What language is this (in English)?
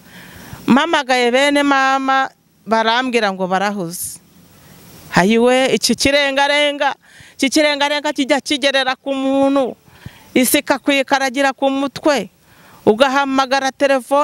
Kinyarwanda